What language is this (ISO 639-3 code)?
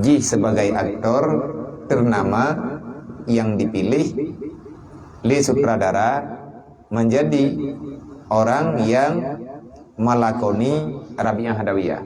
ace